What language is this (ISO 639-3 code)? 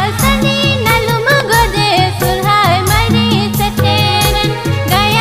sat